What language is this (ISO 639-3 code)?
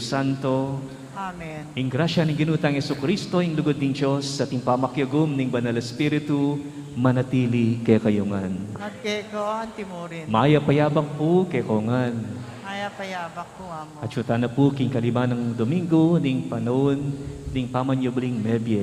pam